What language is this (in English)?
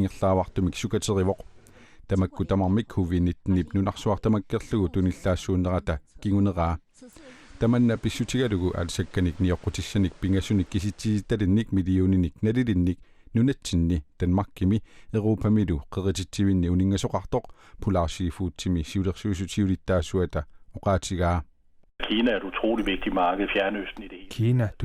Kalaallisut